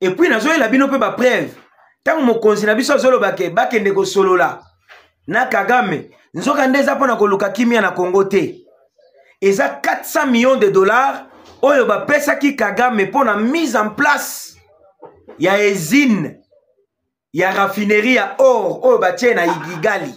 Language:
Lingala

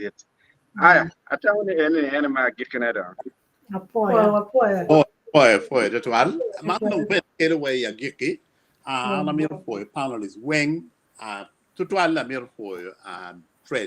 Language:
Acoli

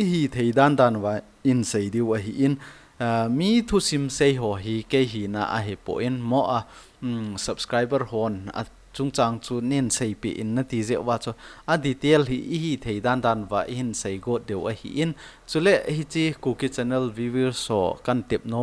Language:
Thado Chin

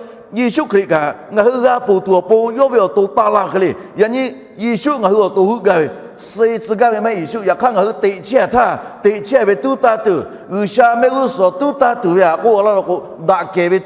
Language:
Lahu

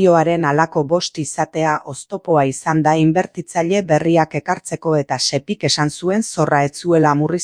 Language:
Basque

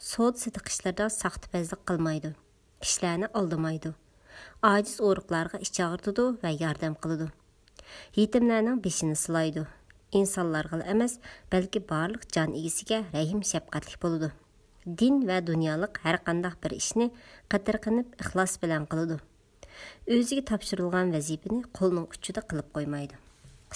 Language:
Uyghur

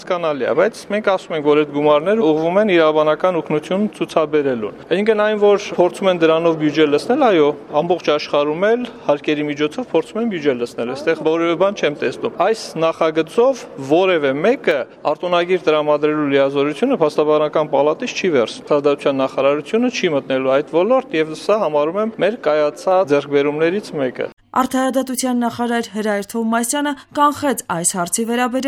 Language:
Armenian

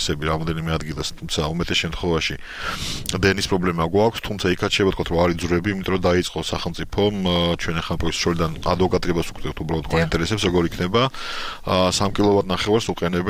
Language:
Georgian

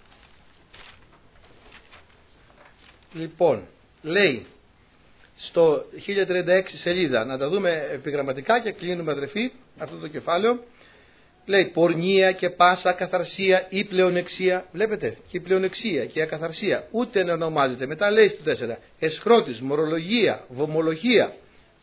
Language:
Greek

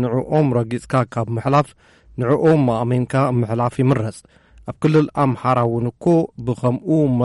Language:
Tigrinya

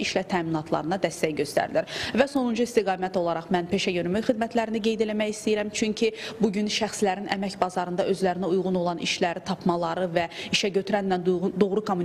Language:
Azerbaijani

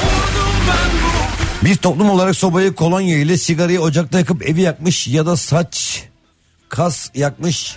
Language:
Turkish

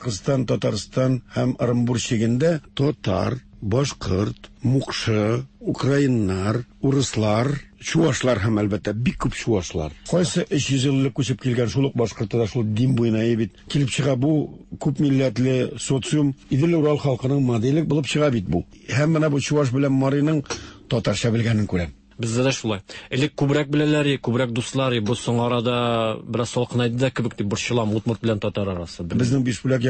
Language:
Tatar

